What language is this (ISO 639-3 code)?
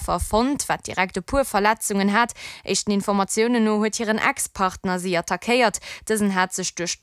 ltz